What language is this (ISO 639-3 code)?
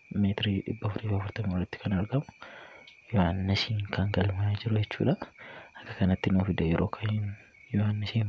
orm